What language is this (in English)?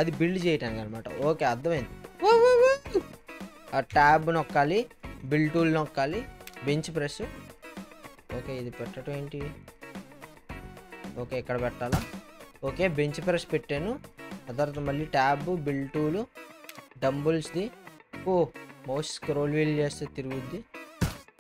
Telugu